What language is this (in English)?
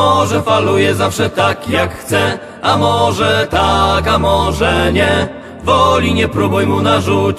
Polish